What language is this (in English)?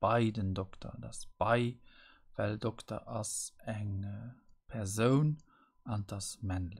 Luxembourgish